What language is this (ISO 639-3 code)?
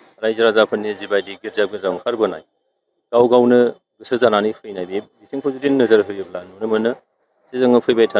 brx